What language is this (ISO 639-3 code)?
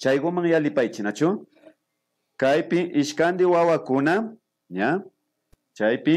qvi